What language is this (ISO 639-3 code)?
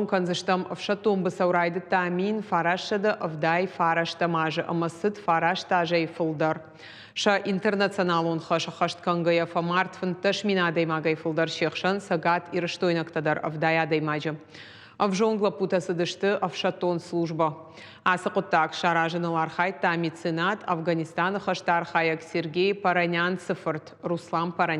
oss